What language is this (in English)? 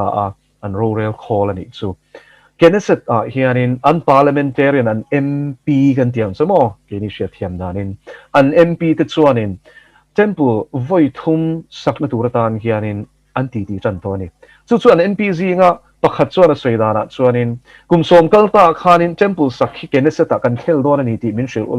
Mizo